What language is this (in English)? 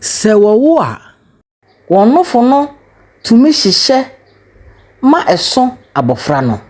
Akan